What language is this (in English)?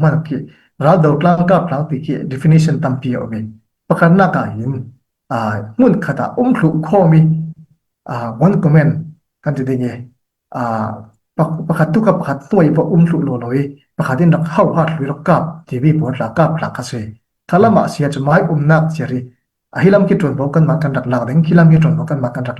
Falam Chin